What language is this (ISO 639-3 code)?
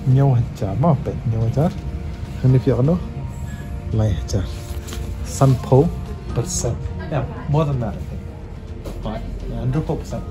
kha